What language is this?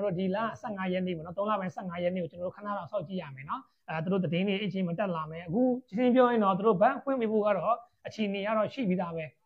Burmese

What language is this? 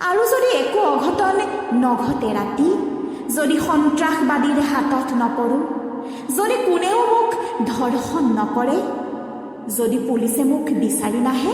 Assamese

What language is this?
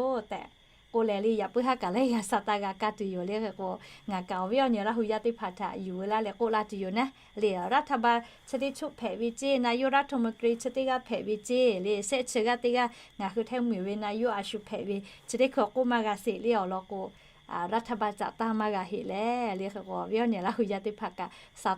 Lahu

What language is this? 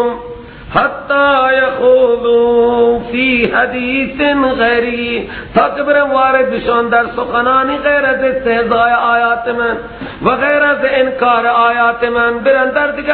Persian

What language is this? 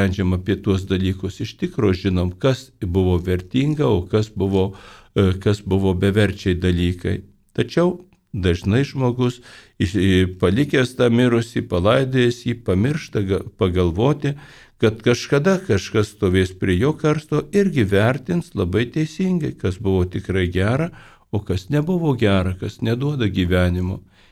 Lithuanian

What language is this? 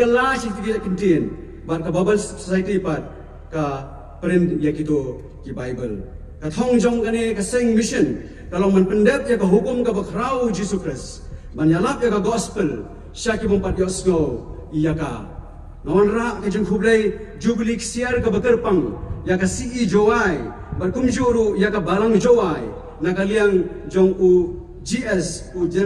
Khasi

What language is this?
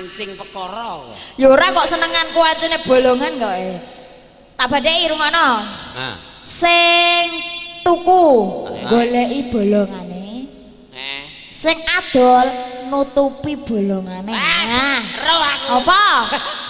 Javanese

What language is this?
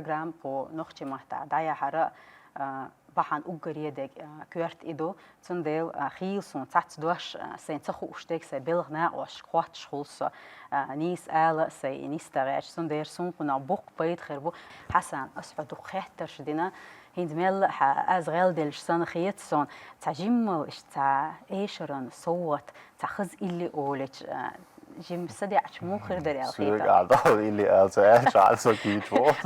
Chechen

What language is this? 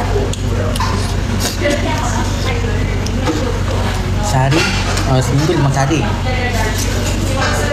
Malay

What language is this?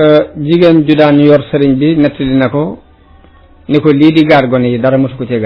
Wolof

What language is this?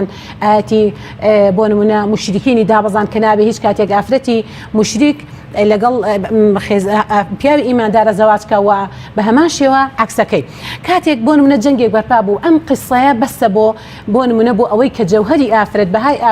Central Kurdish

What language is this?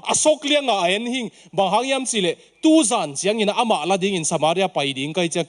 Tedim Chin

